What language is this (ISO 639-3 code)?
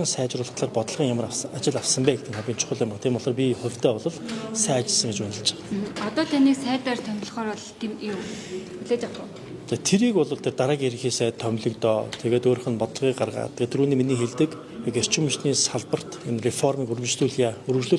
mon